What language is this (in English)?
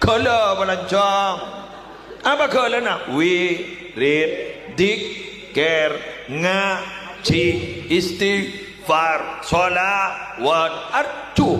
Madurese